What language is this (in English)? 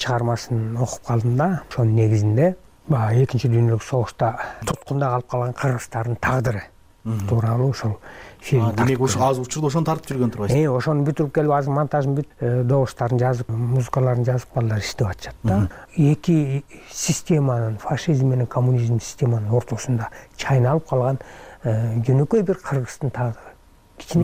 Kyrgyz